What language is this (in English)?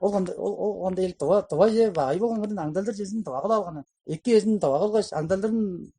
Tuvinian